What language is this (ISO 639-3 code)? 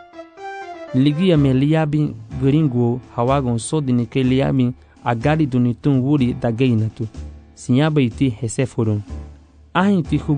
cab